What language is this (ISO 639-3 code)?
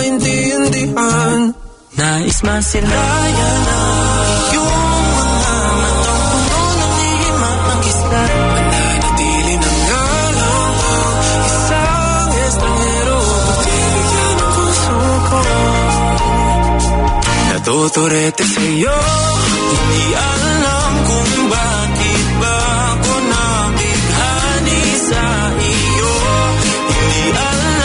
fil